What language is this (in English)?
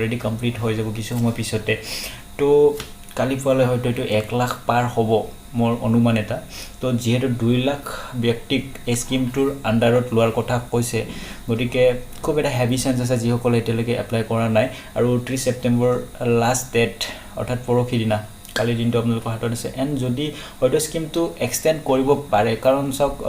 Assamese